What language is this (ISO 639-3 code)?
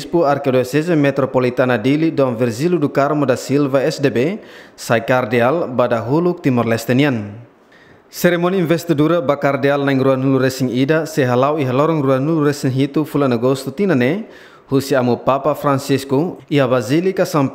tet